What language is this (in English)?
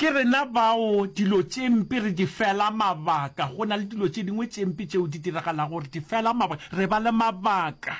Northern Sotho